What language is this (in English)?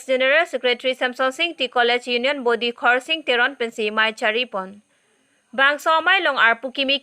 Karbi